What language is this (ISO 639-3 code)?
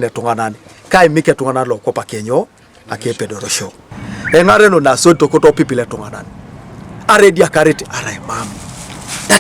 teo